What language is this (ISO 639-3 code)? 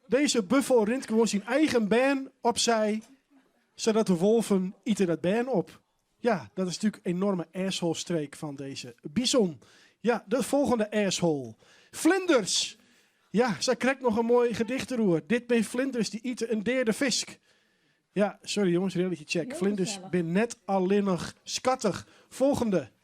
fry